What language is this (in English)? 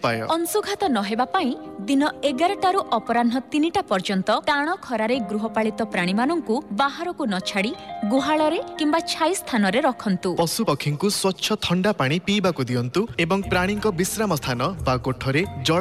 Odia